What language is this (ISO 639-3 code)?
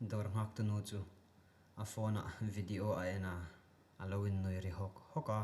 hmr